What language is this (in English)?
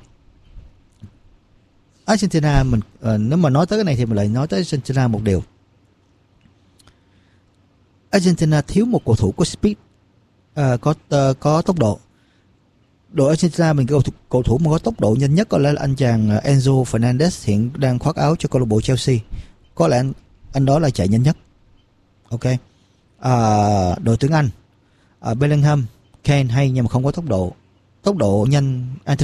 Vietnamese